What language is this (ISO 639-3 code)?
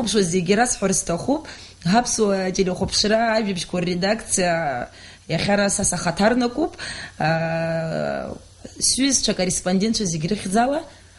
abk